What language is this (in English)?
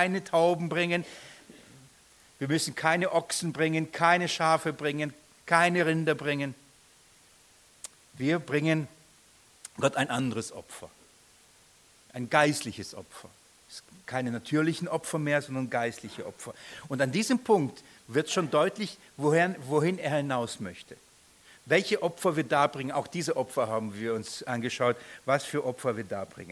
German